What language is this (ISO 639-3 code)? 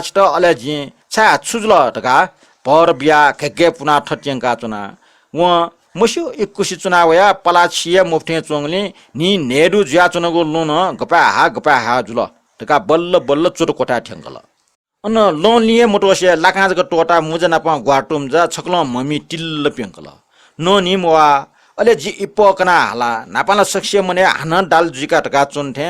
new